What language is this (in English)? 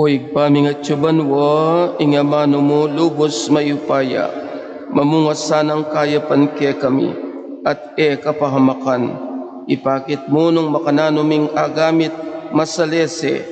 Pampanga